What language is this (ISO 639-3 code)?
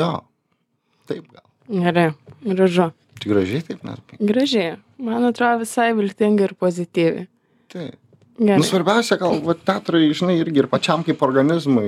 lit